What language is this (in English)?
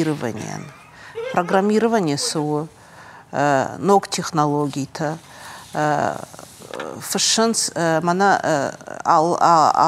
Ossetic